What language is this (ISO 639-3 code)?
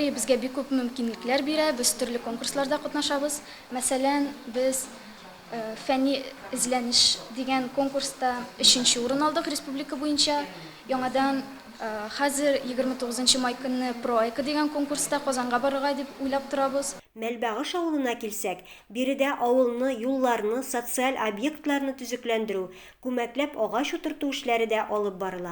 tat